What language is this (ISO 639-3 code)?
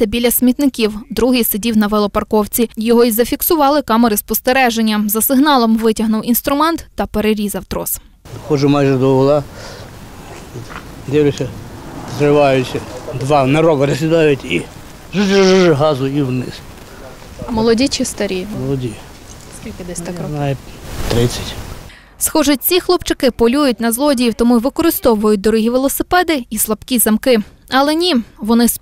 ukr